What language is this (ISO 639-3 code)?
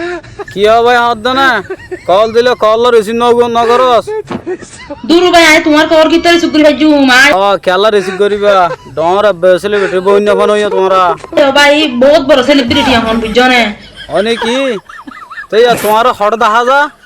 rhg